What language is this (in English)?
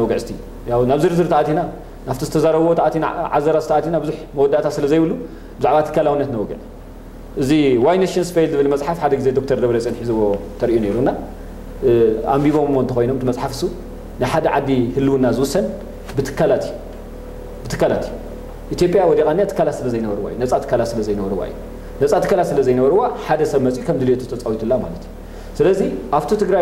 Tigrinya